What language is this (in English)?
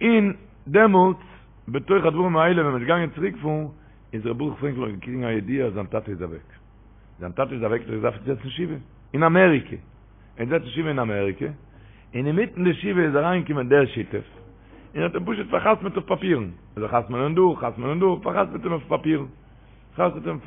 Yiddish